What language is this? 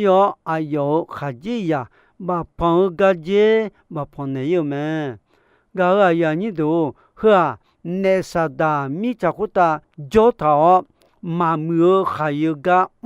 Akha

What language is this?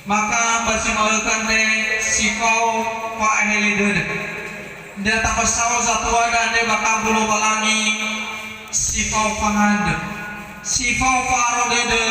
Nias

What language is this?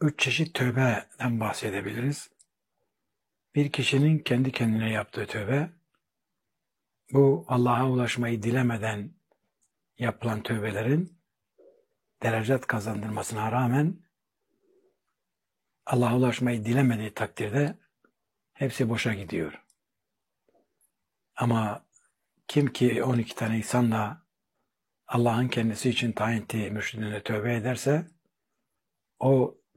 Turkish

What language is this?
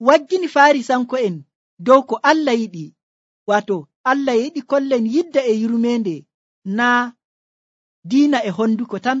Nigerian Fulfulde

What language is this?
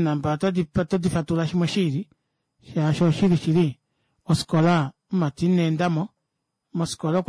Kuanyama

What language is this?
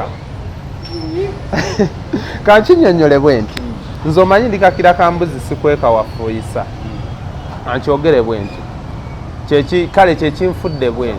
Ganda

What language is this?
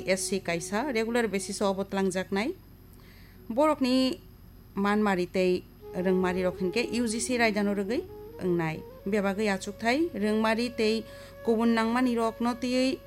Kok Borok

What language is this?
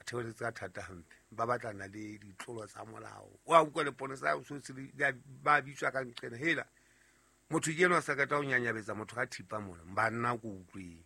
Southern Sotho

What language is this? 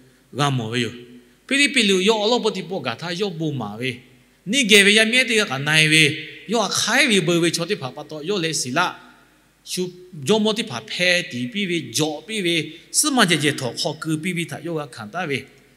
Lahu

